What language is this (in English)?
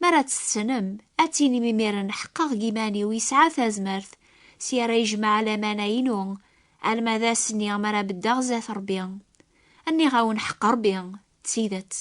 Kabyle